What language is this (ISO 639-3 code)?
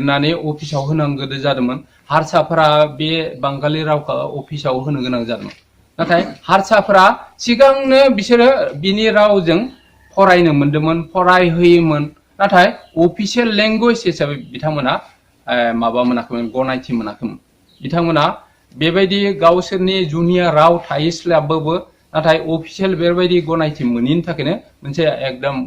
brx